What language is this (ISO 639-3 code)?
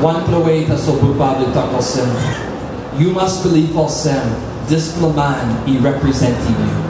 tpi